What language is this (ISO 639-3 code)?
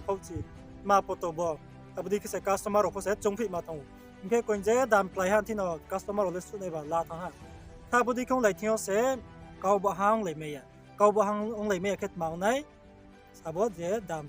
ria